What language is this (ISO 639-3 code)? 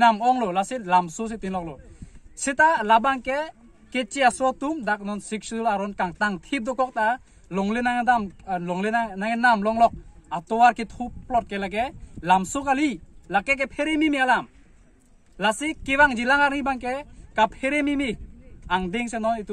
mjw